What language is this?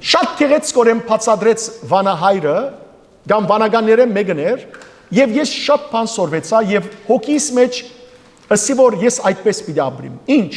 Western Armenian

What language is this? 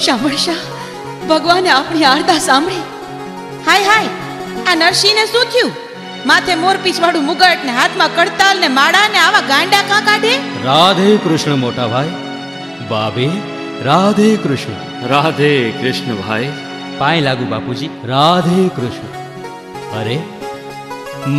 Gujarati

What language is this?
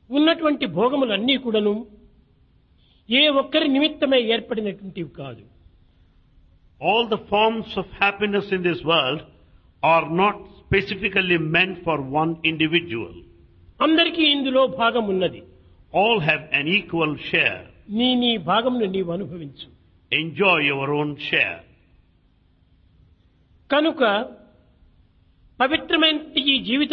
Telugu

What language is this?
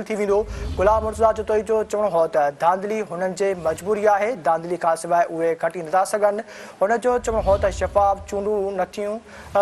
Sindhi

